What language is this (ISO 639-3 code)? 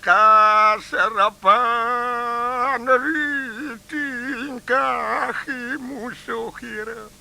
ban